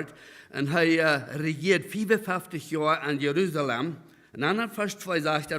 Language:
Plautdietsch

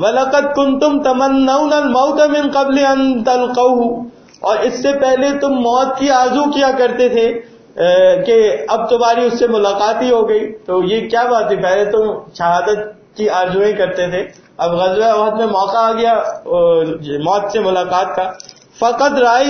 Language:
Urdu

